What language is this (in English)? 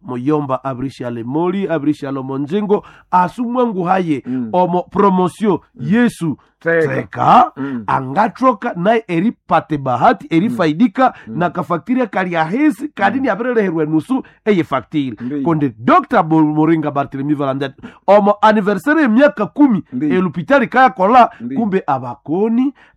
Nande